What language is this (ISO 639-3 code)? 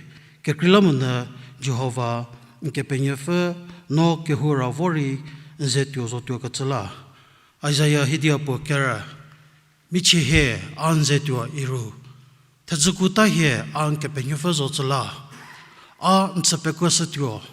njm